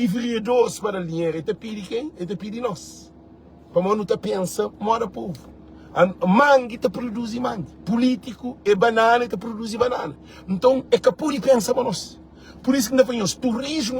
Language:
Kabuverdianu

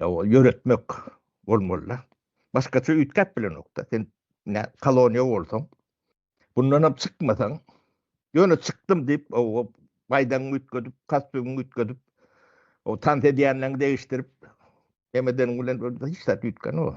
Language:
Turkmen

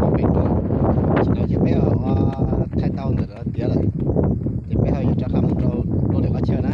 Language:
Hmong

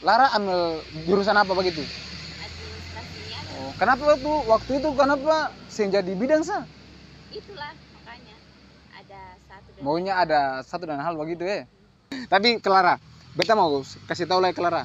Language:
Ambonese Malay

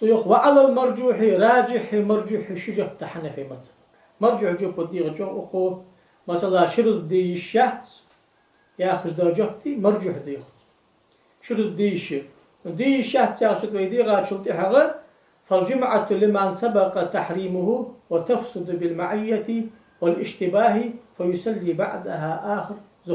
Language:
Ingush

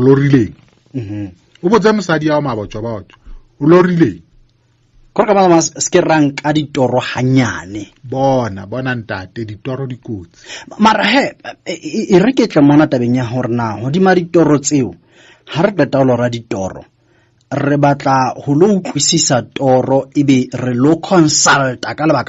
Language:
Southern Sotho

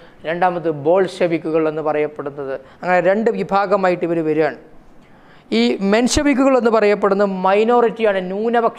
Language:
Malayalam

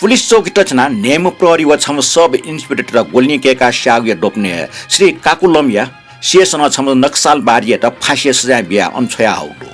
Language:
Newari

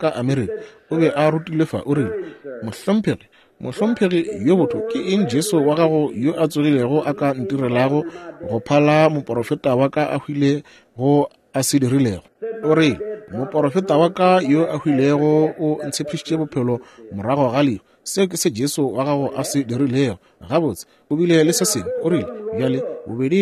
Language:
Northern Sotho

